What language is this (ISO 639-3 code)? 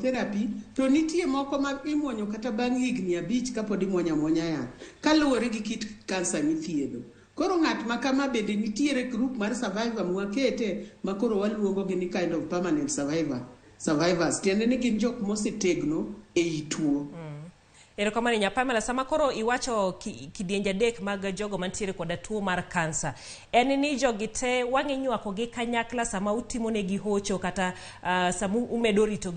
luo